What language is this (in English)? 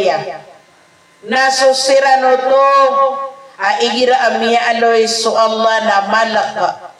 Maranao